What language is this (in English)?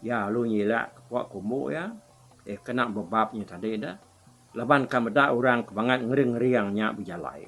Iban